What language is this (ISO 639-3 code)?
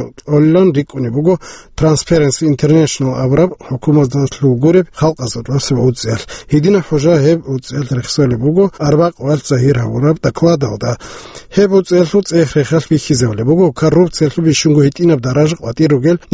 ava